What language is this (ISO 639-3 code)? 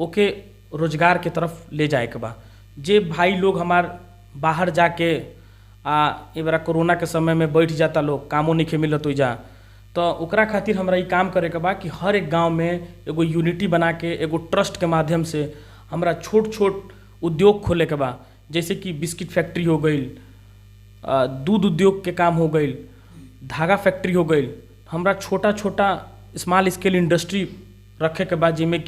bho